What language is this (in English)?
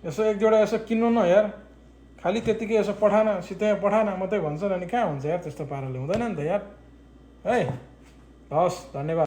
Nepali